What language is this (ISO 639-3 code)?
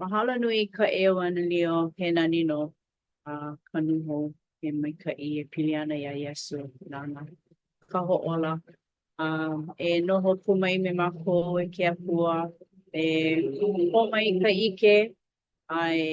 haw